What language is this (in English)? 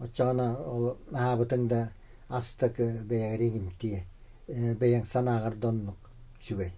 Yakut